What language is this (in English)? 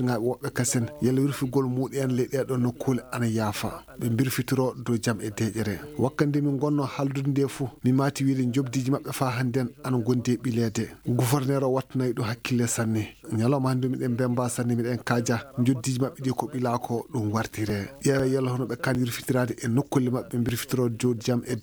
Fula